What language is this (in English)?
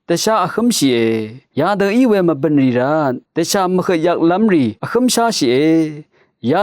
Rawang